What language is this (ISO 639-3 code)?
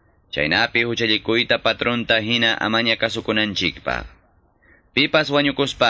que